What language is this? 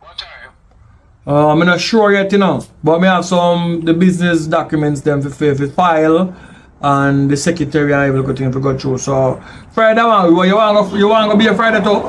Jamaican Creole English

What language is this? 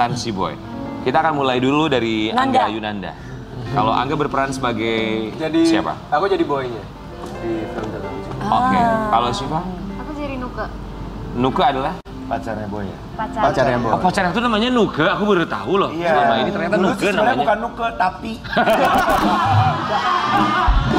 Indonesian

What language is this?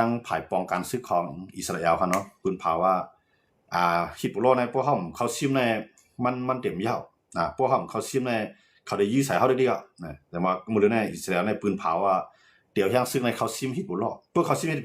Shan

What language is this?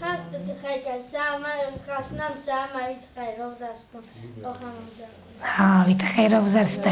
Ossetic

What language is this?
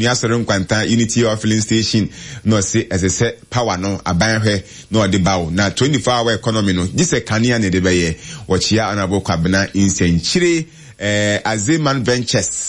Akan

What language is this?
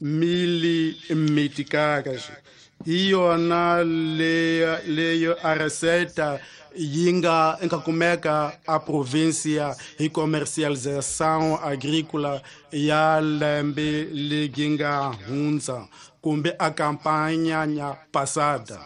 Tsonga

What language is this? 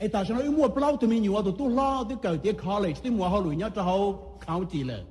Hmong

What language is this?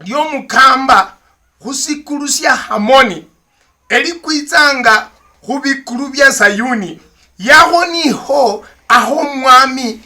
Luyia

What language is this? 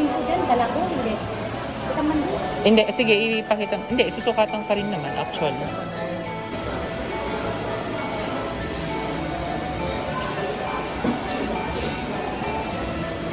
Filipino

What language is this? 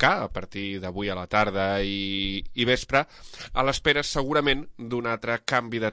Catalan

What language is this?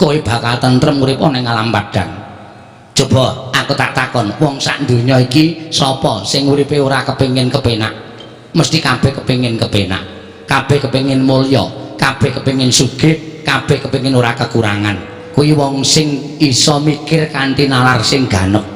Javanese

